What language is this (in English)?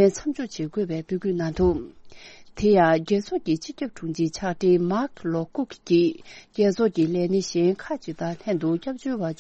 Tibetan